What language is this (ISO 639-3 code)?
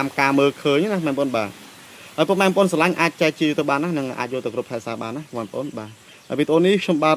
khm